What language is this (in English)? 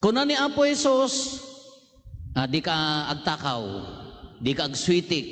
Iloko